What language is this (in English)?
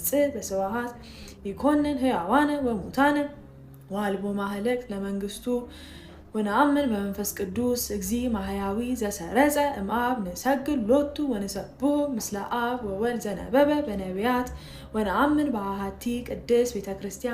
Geez